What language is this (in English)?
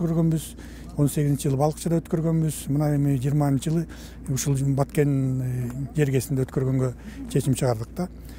Kyrgyz